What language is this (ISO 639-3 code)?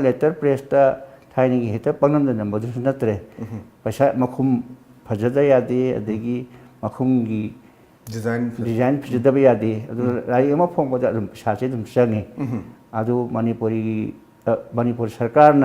mni